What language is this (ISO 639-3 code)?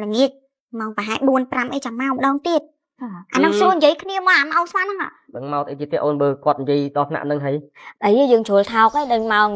khm